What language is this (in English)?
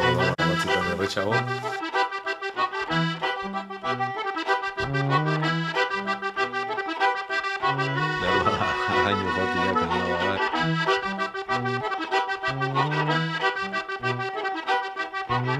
Basque